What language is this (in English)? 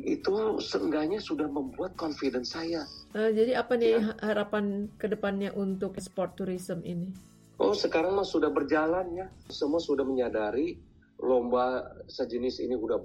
Indonesian